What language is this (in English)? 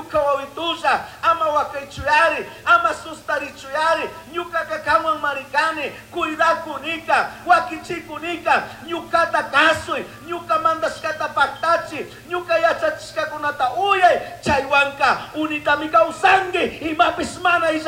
Chimborazo Highland Quichua